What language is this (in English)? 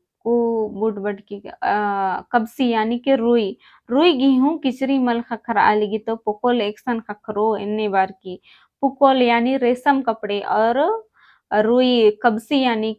Kurukh